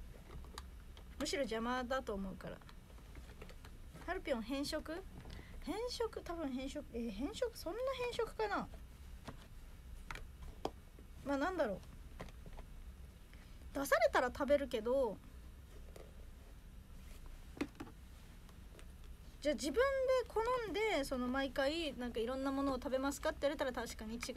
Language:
Japanese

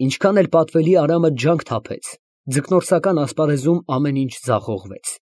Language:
Armenian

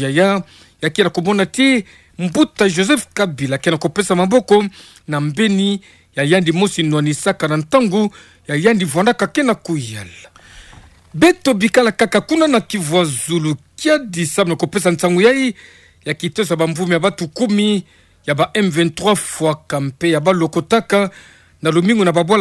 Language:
Kituba (Democratic Republic of Congo)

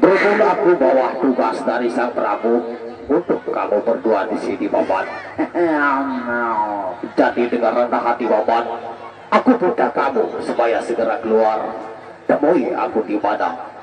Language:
Sasak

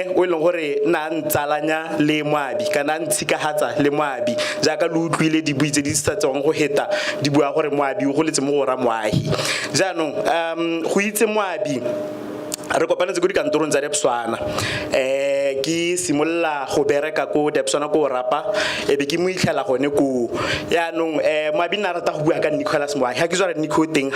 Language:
Tswana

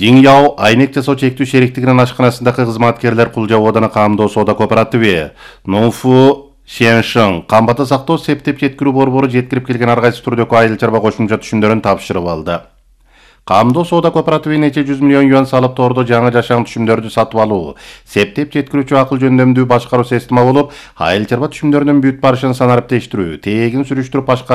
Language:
Kyrgyz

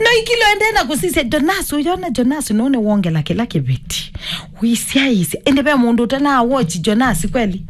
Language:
Kamba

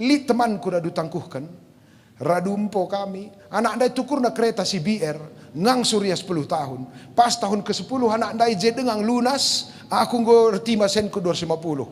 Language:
Batak Karo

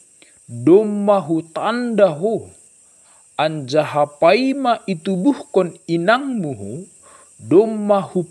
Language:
Batak Simalungun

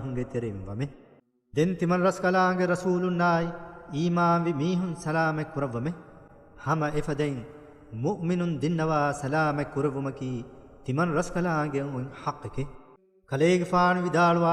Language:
Divehi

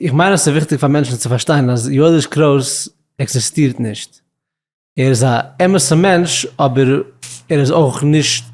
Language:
Yiddish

